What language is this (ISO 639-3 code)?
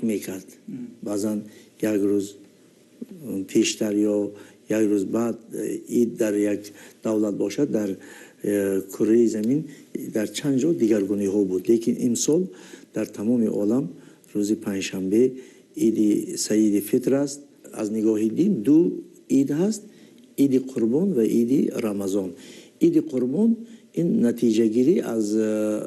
tgk